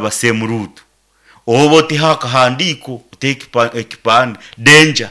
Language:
Nyankole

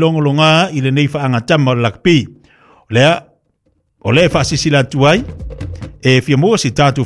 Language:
Samoan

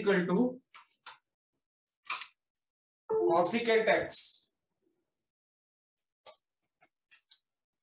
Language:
Hindi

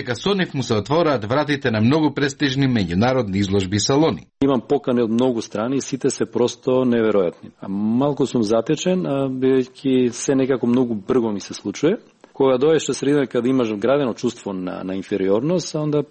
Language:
Macedonian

